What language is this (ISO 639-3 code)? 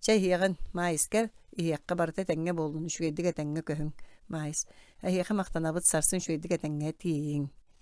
sah